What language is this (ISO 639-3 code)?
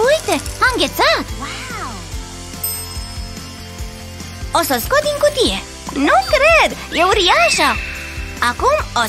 ron